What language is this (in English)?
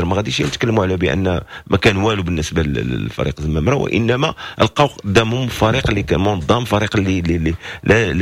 Moroccan Arabic